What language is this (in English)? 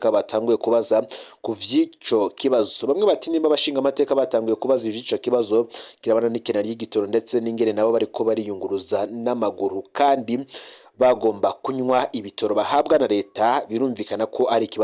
Rundi